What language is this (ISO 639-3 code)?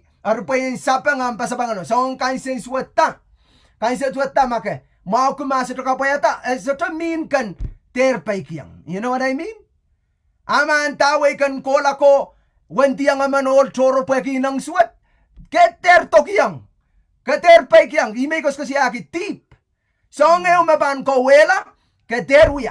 pon